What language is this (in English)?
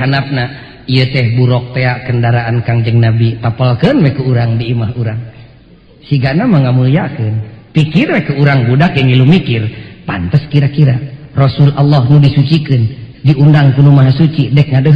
Sundanese